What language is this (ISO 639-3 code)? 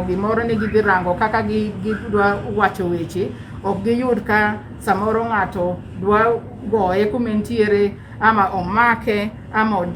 luo